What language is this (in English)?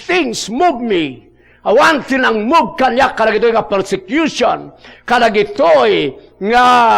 Iloko